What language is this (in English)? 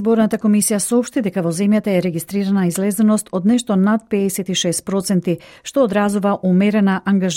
Macedonian